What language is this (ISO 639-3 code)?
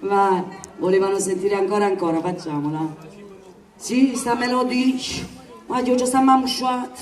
nap